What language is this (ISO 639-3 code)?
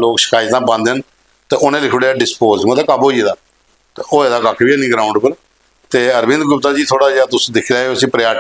doi